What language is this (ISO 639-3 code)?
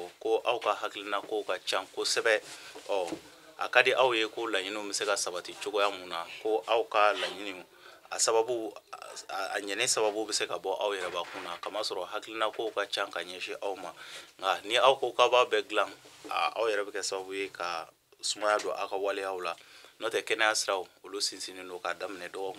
bam